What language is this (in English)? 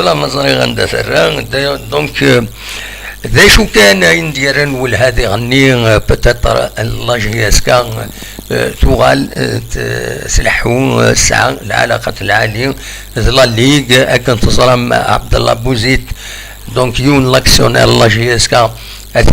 Kabyle